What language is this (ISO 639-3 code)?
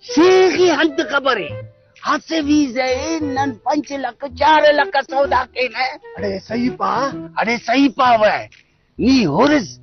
brh